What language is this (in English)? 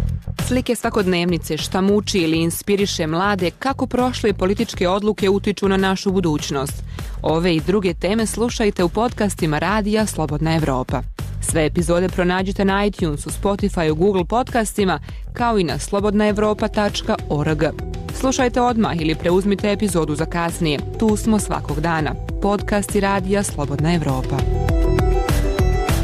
Serbian